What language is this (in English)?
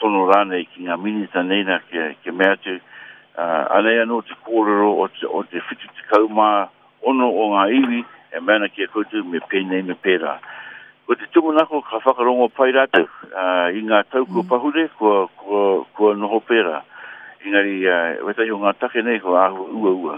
Māori